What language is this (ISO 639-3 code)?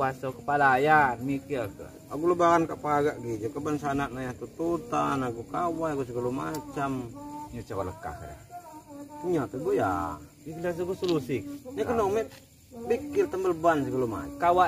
abl